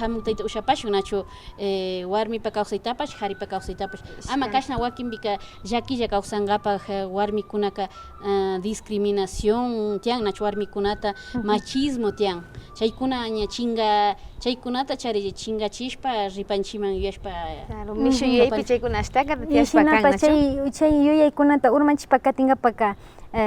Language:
Imbabura Highland Quichua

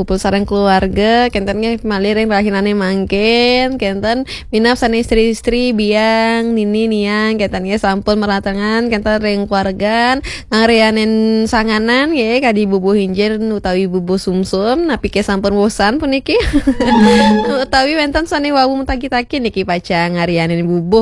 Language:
Balinese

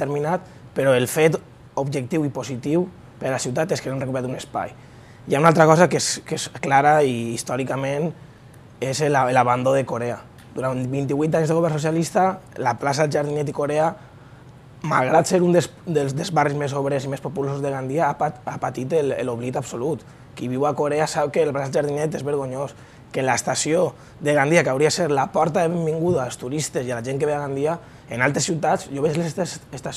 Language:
Catalan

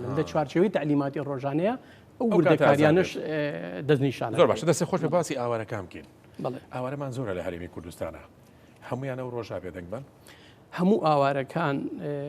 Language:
Central Kurdish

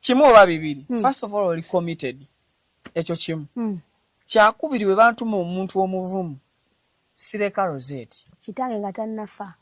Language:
Ganda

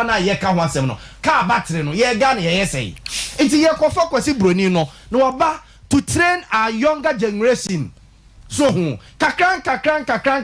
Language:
Akan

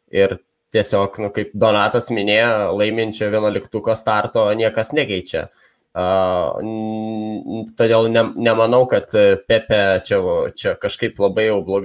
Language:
Lithuanian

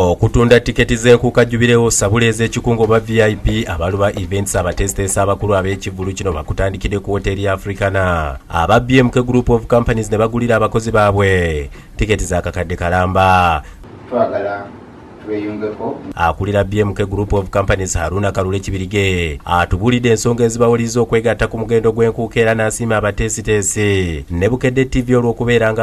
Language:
Ganda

